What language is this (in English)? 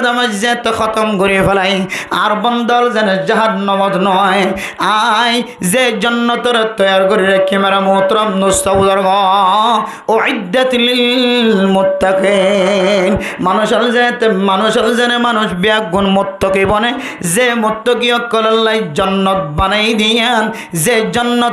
Rohingya